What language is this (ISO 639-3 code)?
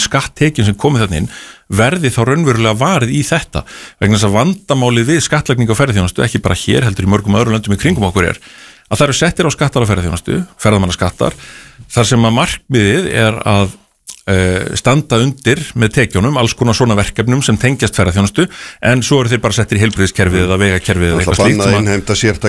isl